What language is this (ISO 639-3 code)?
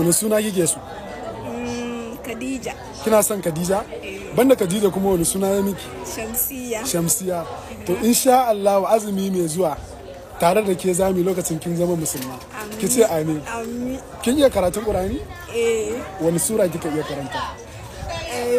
hau